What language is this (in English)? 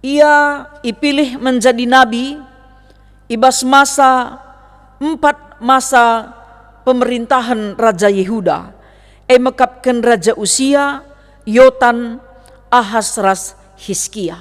Batak Karo